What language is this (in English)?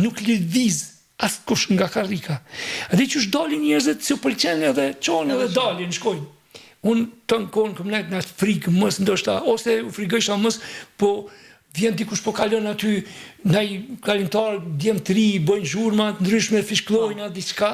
Albanian